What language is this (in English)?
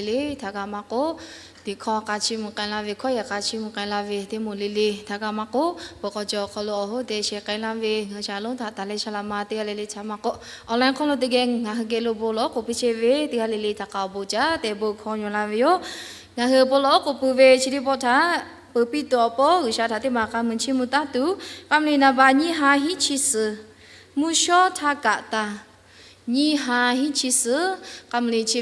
Lahu